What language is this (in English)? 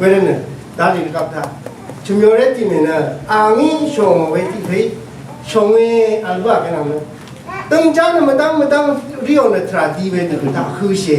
Rawang